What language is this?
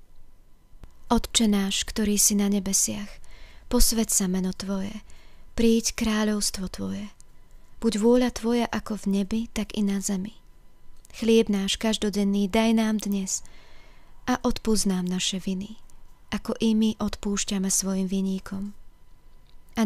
Slovak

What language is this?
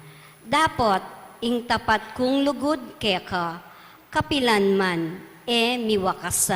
Pampanga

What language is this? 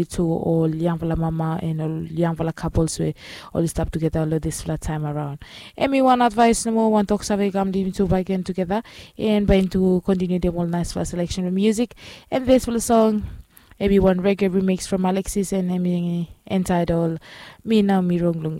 Bislama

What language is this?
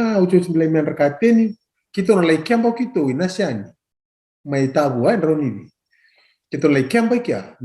Fijian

